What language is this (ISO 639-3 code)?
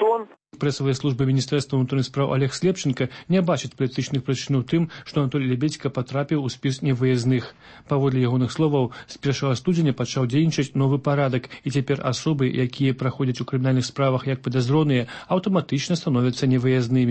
bel